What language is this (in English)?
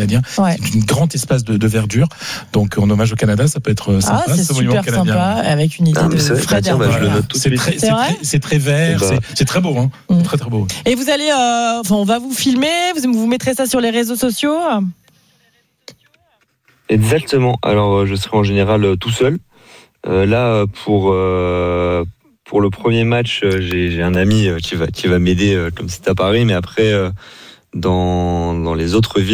French